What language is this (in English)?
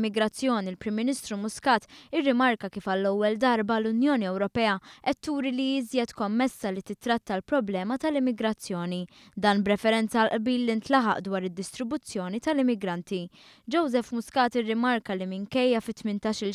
Maltese